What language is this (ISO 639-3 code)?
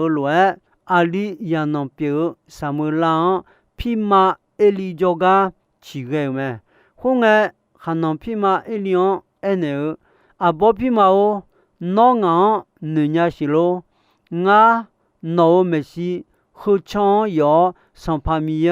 ahk